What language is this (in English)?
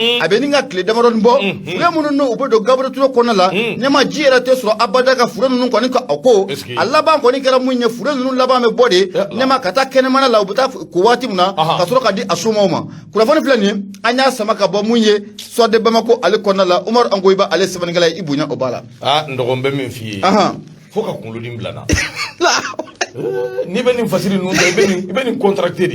Bambara